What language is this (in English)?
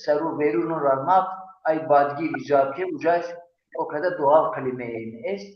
Zaza